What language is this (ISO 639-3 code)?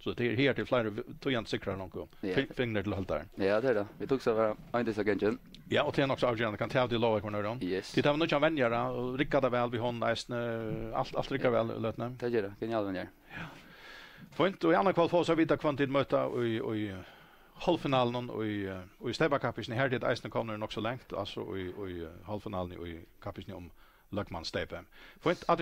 fao